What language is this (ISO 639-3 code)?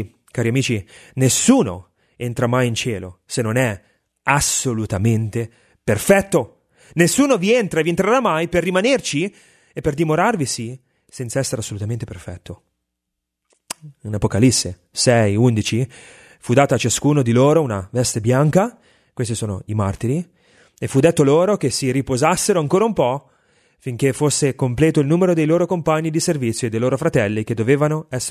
ita